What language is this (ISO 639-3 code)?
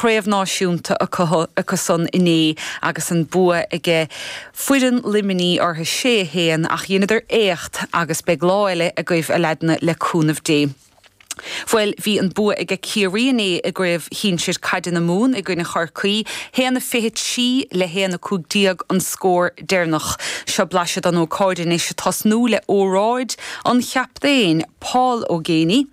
gle